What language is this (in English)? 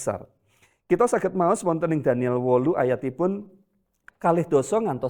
Javanese